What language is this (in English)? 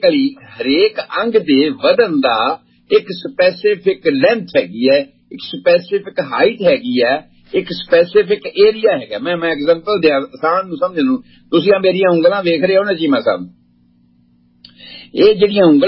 Punjabi